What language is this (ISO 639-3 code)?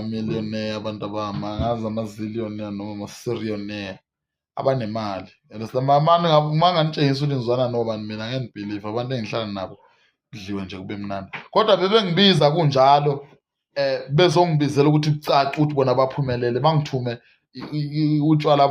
zul